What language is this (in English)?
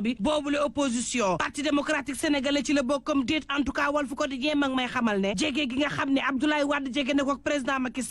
Wolof